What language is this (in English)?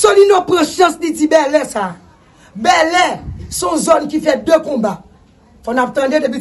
Haitian Creole